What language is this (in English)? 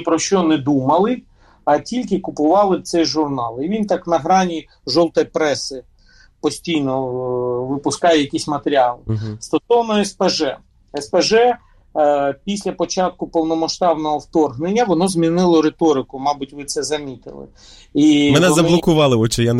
Ukrainian